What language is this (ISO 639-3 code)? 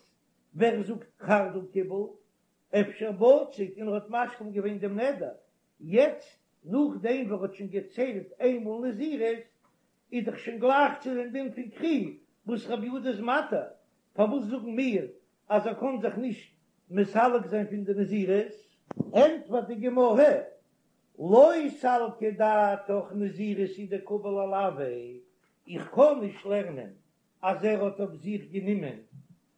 yid